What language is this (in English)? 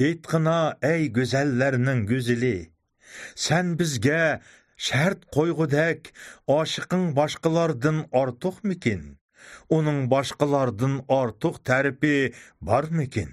Uyghur